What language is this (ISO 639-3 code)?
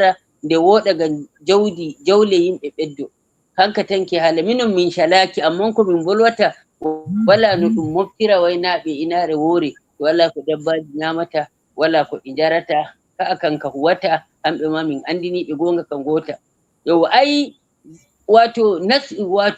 ful